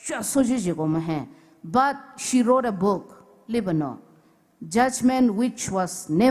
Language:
Poumei Naga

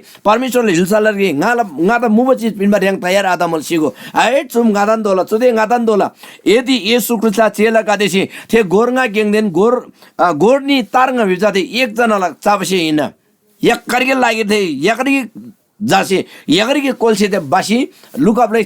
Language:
Eastern Tamang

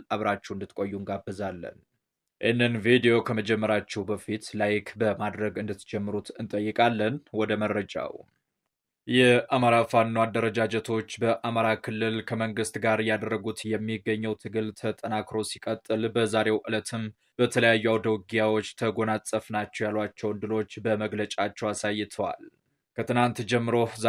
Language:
Amharic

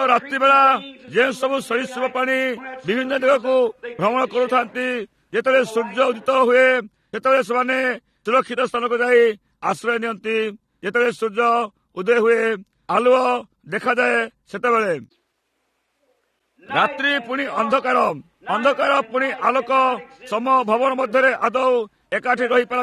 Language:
Odia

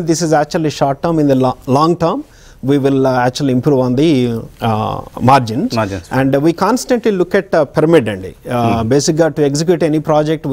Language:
Telugu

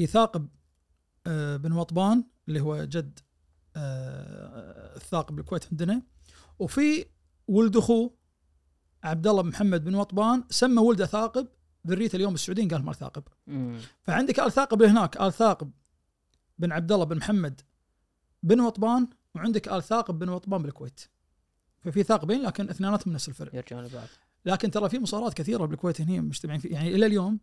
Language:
Najdi Arabic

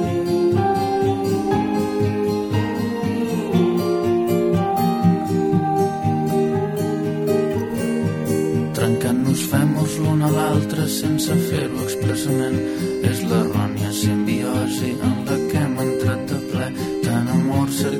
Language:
Catalan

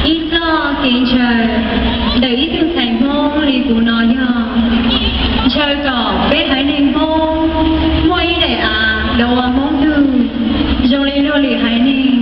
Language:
Hmong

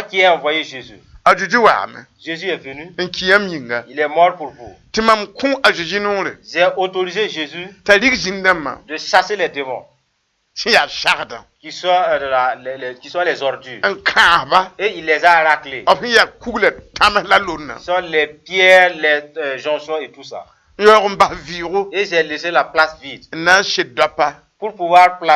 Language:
Mossi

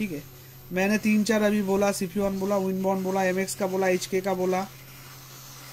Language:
Hindi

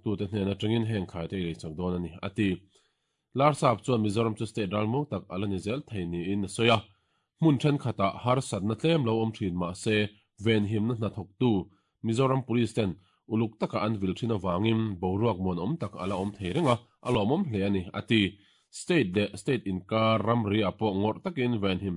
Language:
Mizo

